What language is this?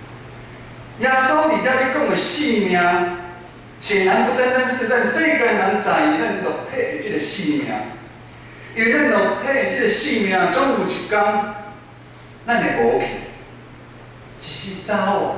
Min Nan Chinese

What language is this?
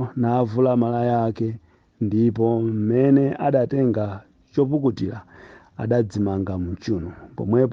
Nyanja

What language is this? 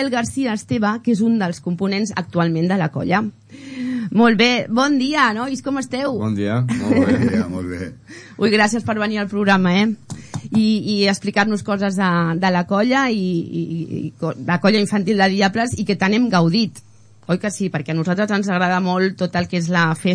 Catalan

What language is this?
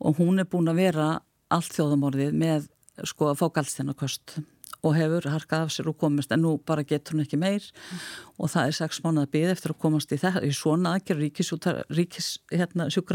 Icelandic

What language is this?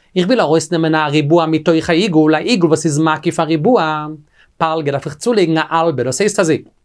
Yiddish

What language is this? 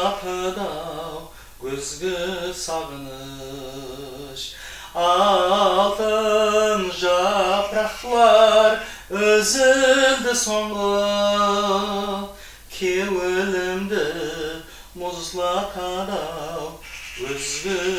Kara-Kalpak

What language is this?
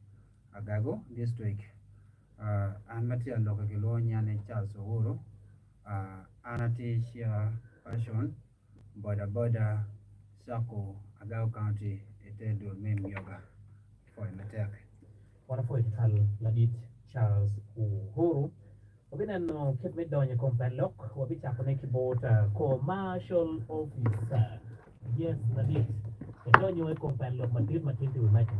Acoli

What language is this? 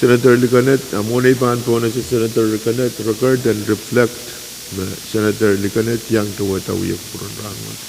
Pohnpeian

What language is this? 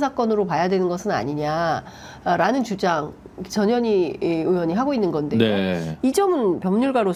Korean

